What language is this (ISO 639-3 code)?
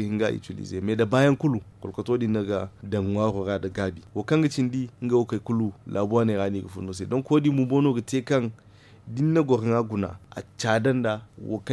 dje